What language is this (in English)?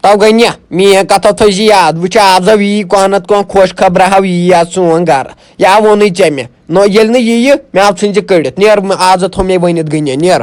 Kashmiri